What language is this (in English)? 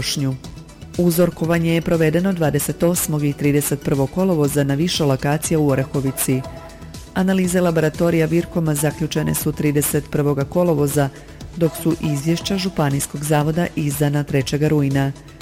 Croatian